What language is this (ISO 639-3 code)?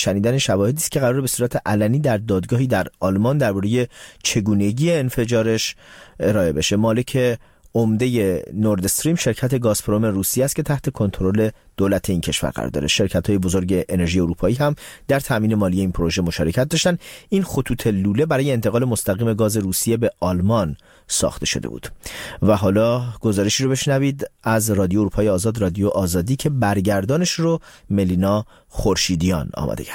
fas